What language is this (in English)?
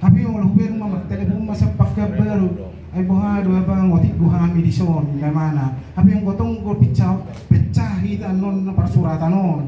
Batak Toba